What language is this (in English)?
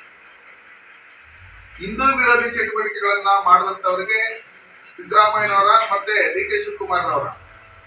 Kannada